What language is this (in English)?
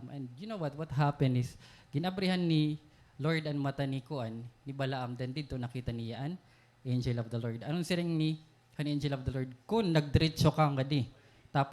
Waray